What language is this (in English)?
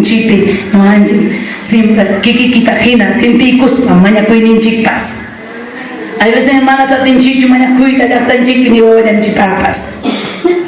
Ayacucho Quechua